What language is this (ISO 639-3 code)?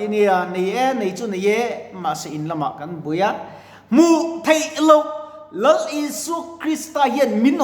lus